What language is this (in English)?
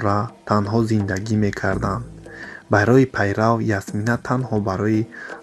Tajik